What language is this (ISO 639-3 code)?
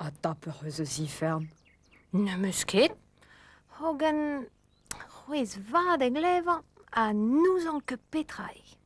bre